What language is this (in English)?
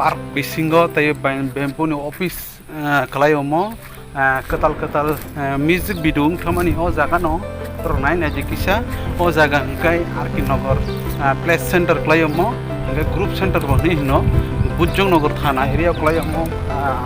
Kok Borok